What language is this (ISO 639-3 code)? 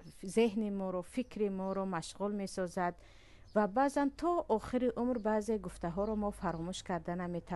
tgk